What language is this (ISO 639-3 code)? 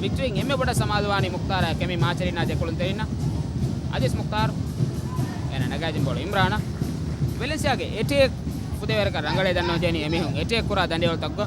div